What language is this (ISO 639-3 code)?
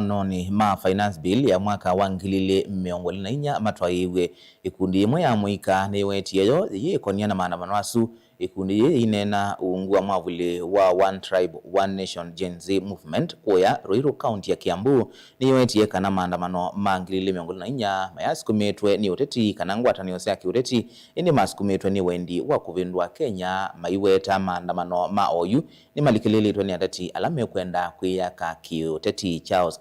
kam